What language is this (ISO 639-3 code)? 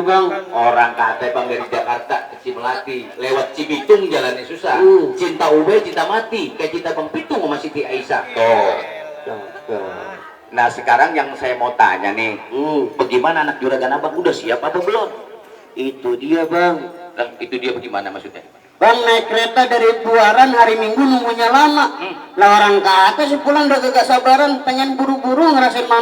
bew